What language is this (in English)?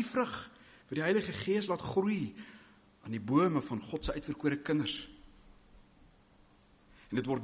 Afrikaans